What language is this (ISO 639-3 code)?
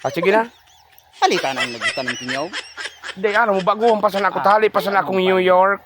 bik